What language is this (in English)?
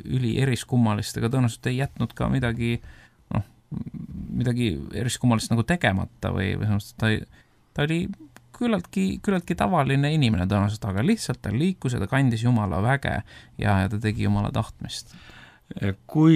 Estonian